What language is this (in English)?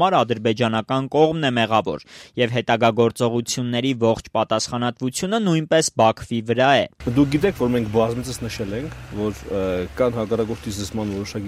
Armenian